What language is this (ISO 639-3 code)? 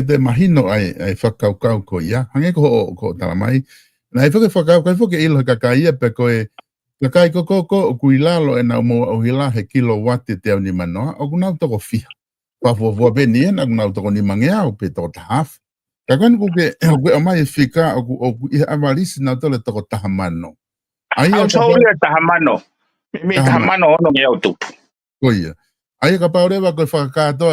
ton